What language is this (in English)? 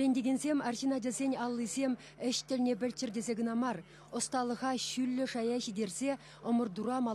Chuvash